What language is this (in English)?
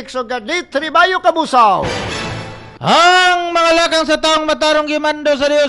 Cebuano